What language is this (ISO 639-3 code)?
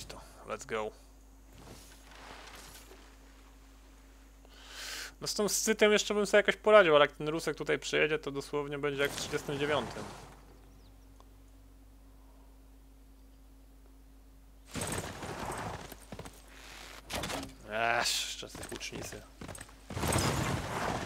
pol